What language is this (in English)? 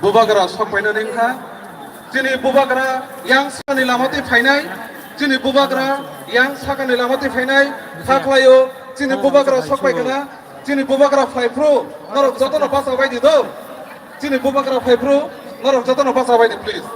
Kok Borok